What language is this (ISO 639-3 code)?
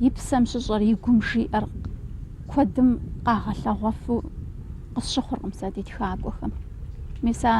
kbd